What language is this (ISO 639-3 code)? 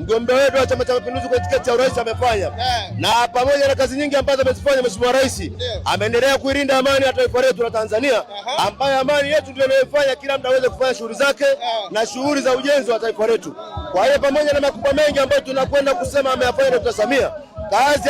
swa